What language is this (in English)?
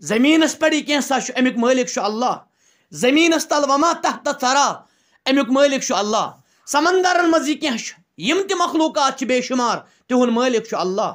Kashmiri